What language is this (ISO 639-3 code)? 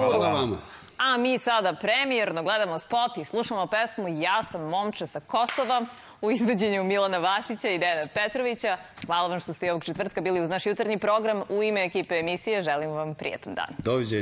srp